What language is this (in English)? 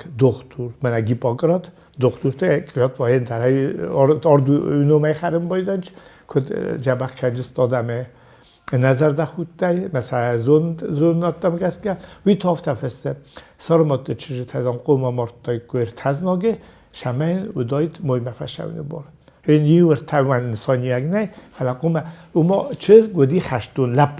Ossetic